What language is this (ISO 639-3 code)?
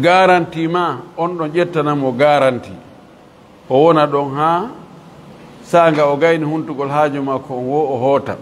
ful